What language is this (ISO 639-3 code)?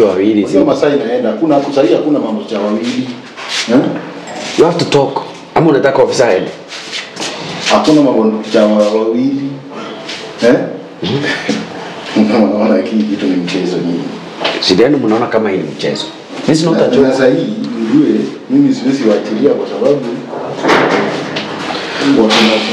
swa